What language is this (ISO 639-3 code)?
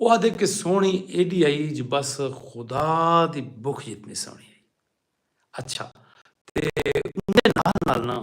skr